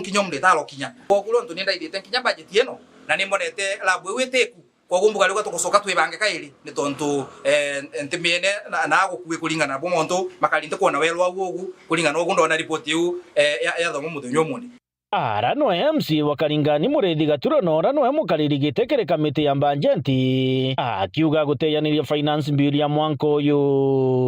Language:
Meru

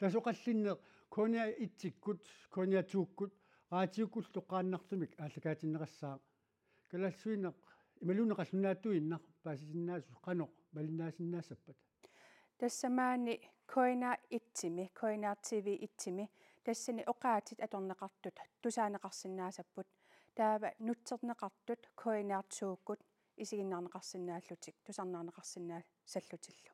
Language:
Kalaallisut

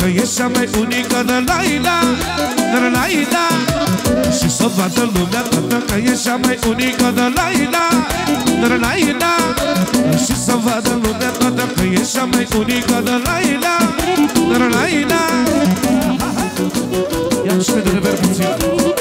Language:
Romanian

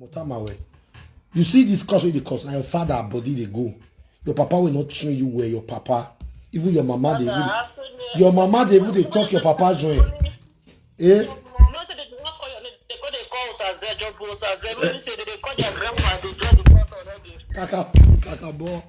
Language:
Nigerian Pidgin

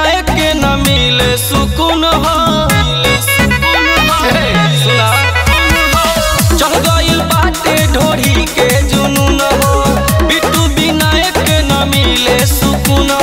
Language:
Bhojpuri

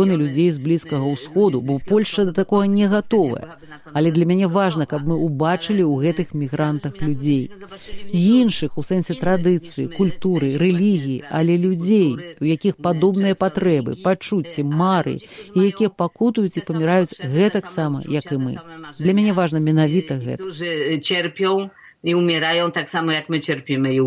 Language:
Belarusian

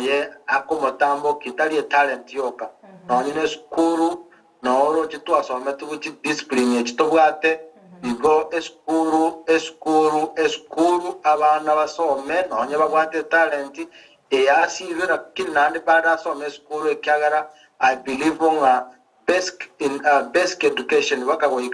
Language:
Gusii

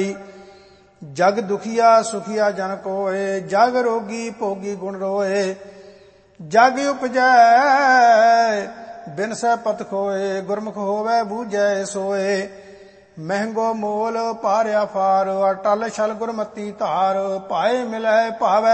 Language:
Punjabi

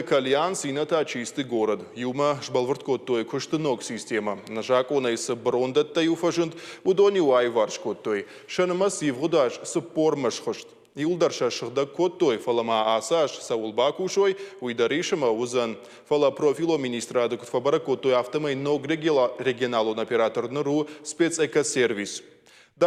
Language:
Ossetic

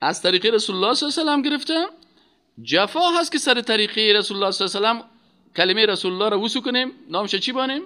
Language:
Persian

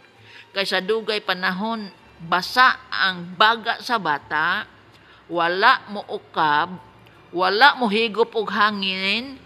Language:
Cebuano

